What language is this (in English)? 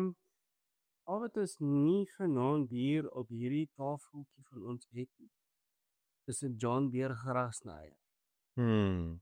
Afrikaans